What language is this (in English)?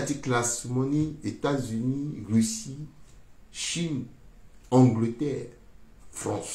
Sango